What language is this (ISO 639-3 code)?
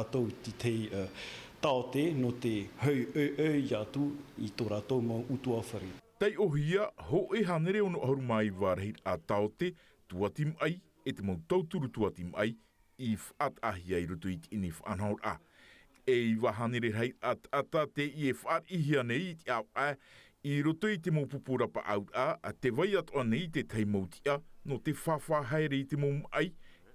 tah